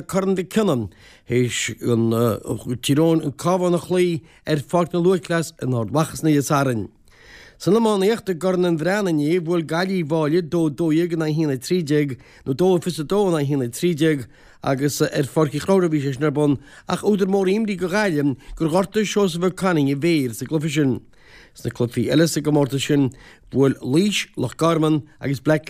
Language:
Irish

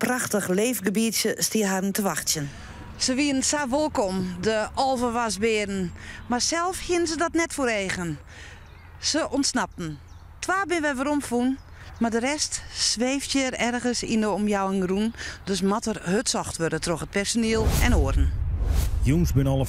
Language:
Western Frisian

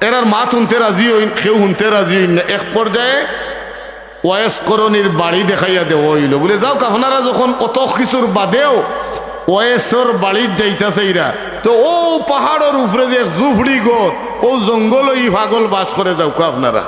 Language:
Sylheti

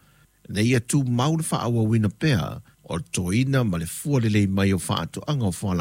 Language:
Samoan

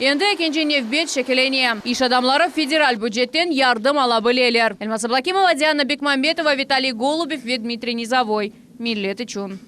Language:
Crimean Tatar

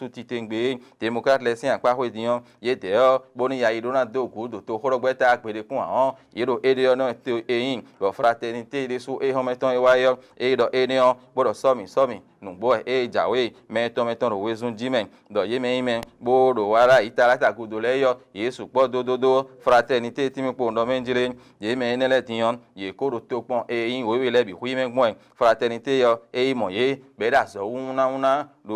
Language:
Fon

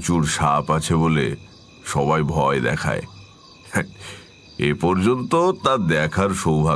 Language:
Bangla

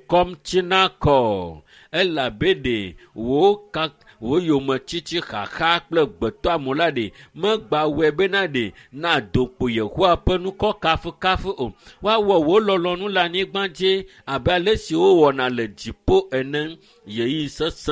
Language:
Ewe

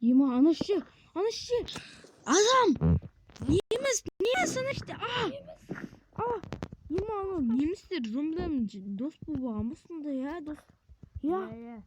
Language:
Kazakh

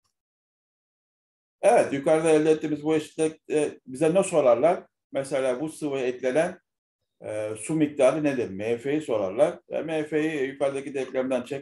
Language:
Turkish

